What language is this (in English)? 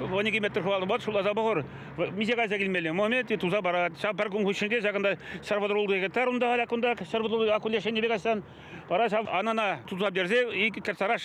Chuvash